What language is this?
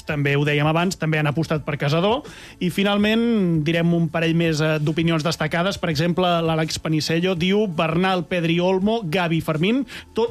Catalan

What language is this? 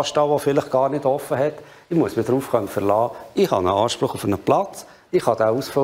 German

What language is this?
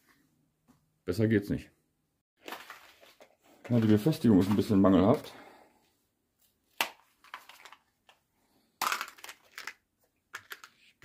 German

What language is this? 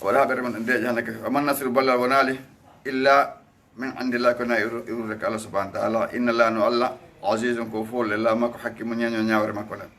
Fula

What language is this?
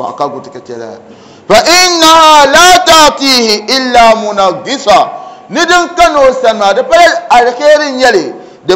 Dagbani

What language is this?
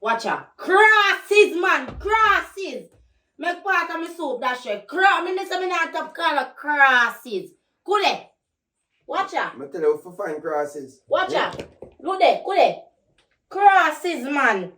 Jamaican Creole English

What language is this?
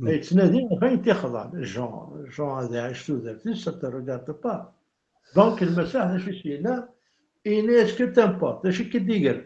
Kabyle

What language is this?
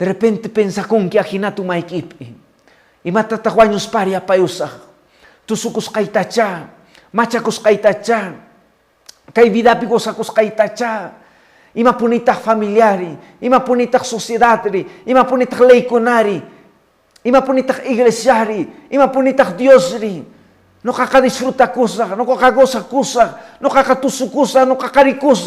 Quechua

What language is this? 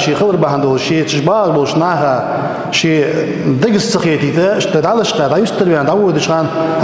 Ingush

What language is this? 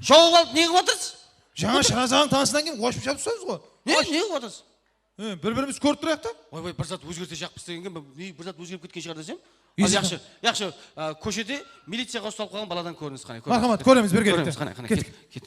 Kara-Kalpak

